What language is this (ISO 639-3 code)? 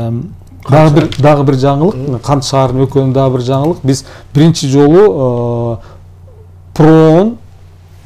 kir